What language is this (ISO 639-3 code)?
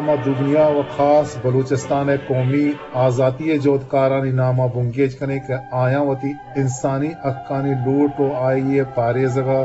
bgp